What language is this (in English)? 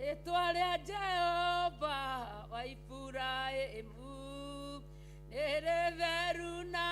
Kikuyu